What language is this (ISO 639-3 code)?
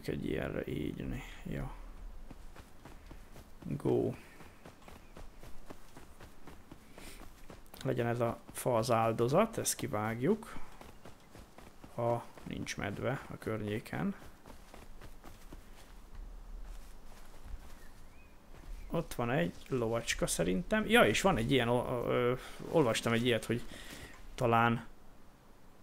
hun